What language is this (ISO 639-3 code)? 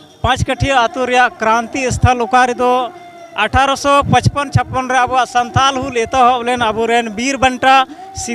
sat